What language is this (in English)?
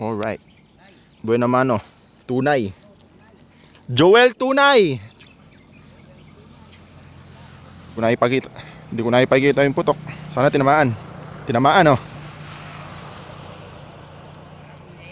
Filipino